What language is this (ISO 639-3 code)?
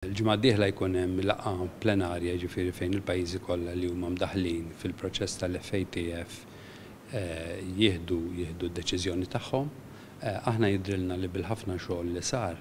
mlt